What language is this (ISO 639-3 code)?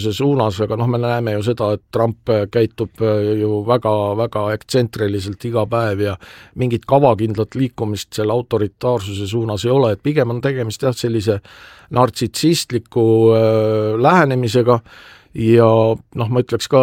est